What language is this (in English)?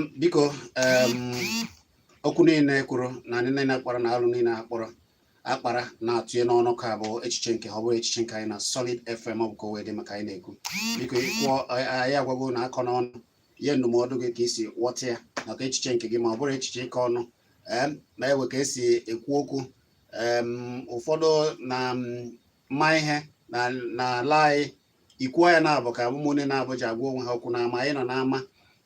Igbo